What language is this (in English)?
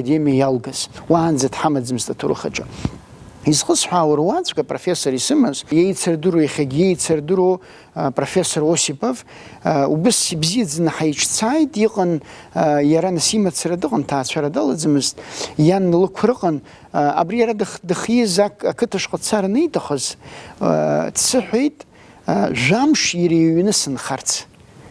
Abkhazian